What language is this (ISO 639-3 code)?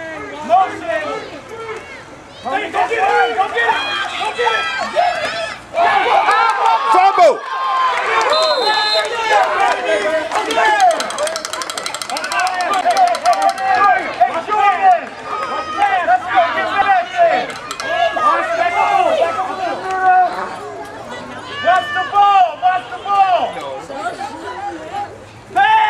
eng